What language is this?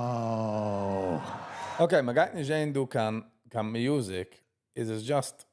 Yiddish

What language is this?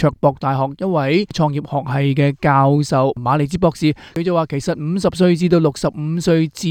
Cantonese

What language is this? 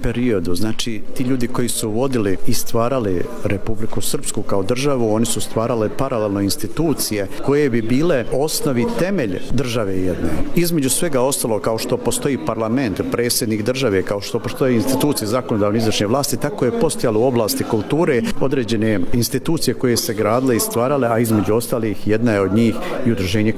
Serbian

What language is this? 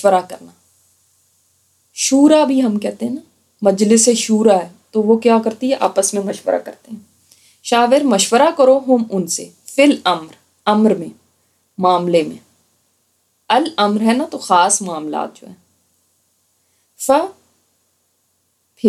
Urdu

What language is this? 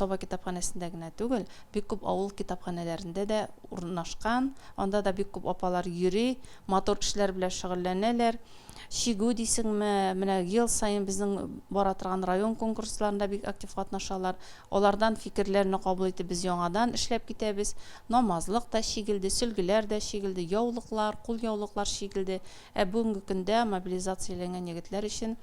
Tatar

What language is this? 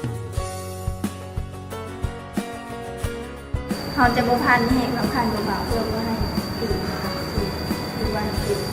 Lao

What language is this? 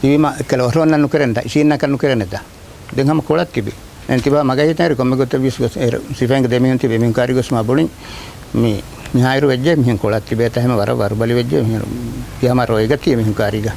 Divehi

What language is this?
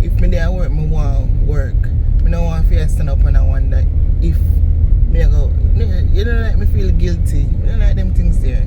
Jamaican Creole English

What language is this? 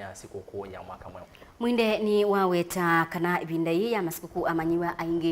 Kamba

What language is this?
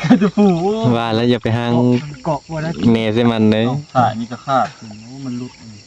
Northeastern Thai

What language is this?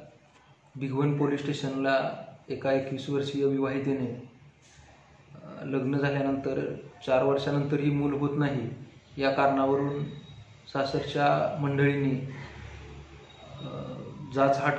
Marathi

